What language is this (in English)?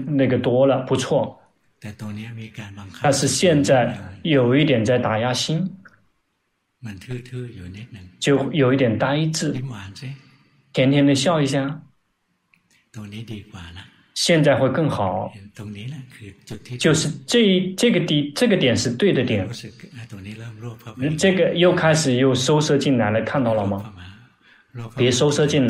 Chinese